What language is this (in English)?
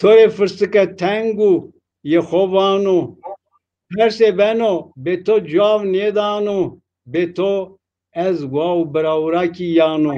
Zaza